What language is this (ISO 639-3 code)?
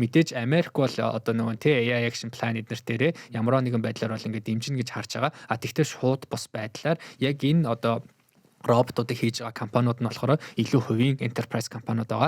mon